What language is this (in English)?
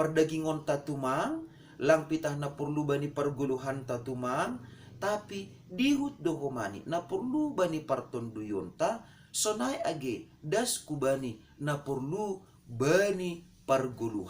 Batak Simalungun